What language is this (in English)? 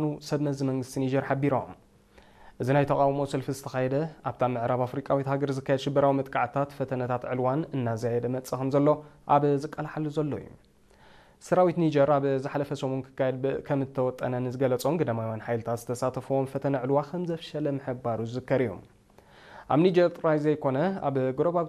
Tigrinya